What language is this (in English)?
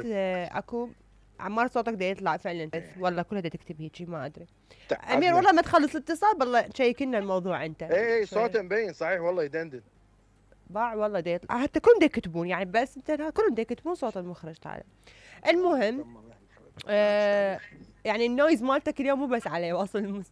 Mesopotamian Arabic